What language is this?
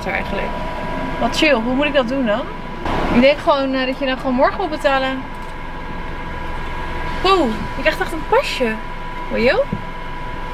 Dutch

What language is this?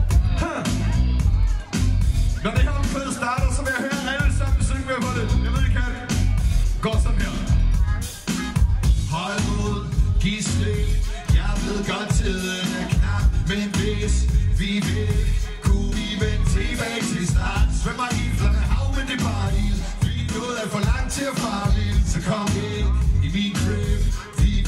Danish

